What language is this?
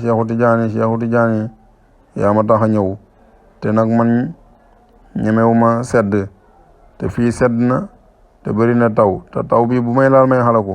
Wolof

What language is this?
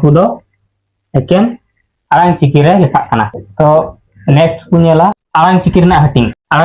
Santali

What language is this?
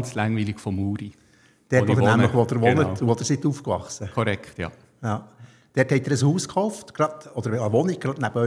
Swiss German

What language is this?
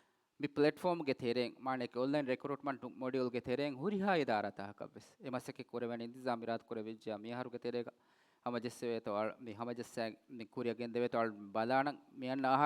Divehi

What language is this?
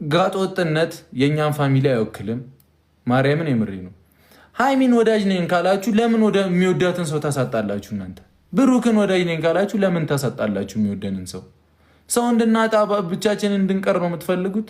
Amharic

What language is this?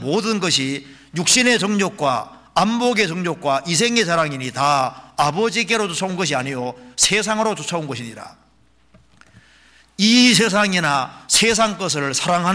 Korean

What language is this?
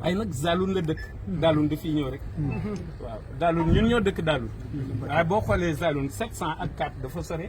Wolof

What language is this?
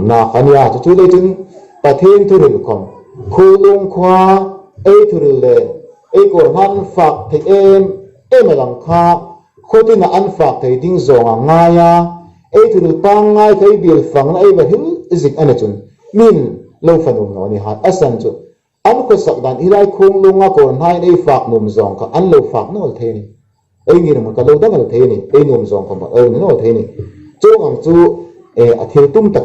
Hmar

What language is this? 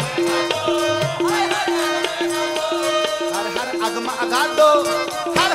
Punjabi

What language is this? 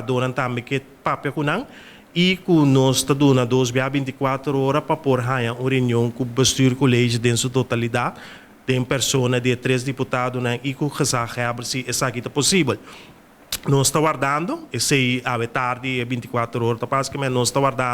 Papiamento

